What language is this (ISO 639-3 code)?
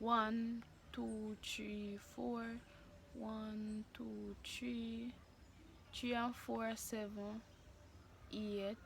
jam